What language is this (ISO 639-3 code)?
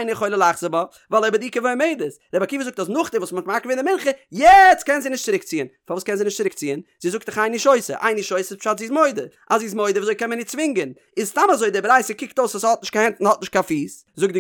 yid